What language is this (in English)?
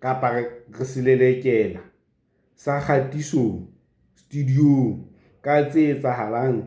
Southern Sotho